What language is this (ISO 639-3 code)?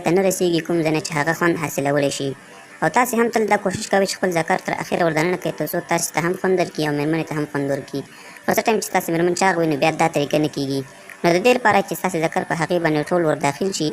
pus